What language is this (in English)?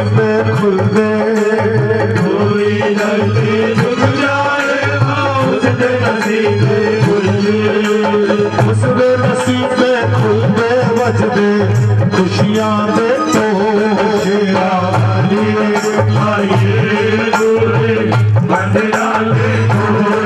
Hindi